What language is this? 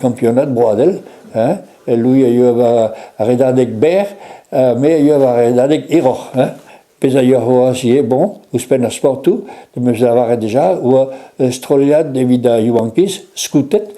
Breton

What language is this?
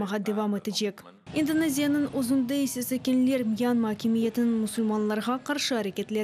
Crimean Tatar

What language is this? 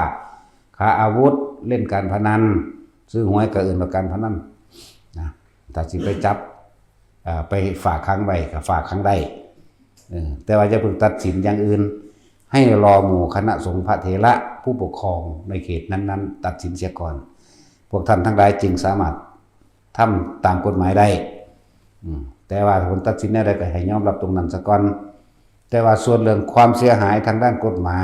Northeastern Thai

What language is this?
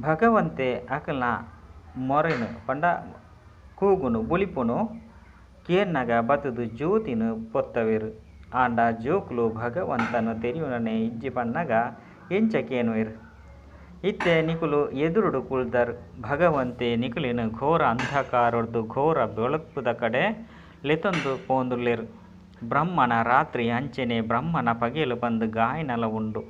Tulu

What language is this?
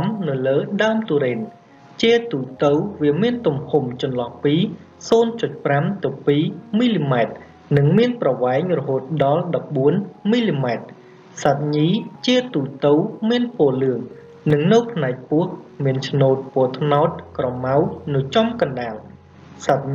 Khmer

